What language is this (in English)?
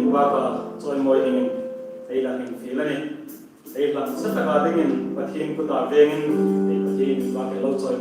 Hmar